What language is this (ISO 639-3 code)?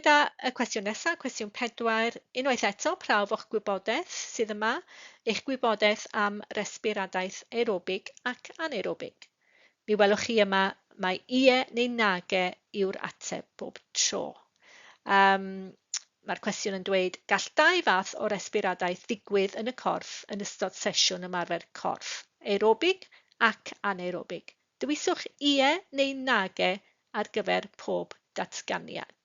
cym